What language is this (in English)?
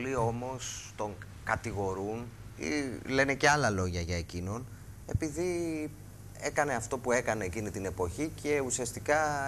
Greek